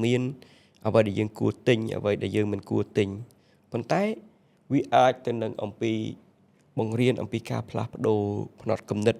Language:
Khmer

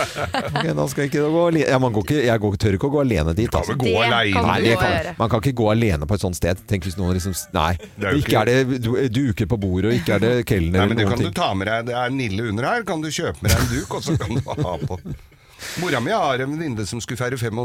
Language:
Norwegian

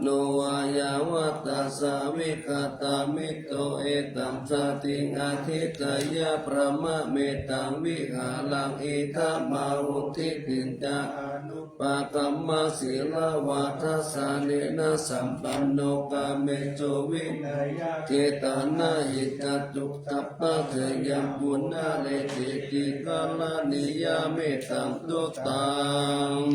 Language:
Pali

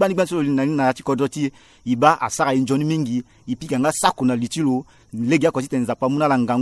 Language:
Sango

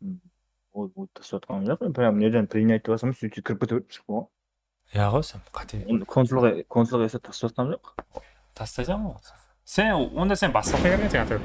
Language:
Kara-Kalpak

